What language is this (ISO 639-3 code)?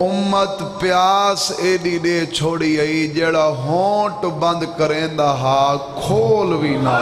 skr